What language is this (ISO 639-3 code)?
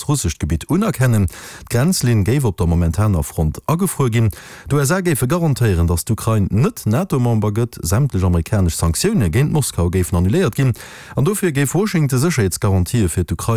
ltz